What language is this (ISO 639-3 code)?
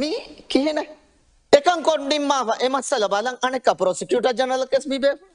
div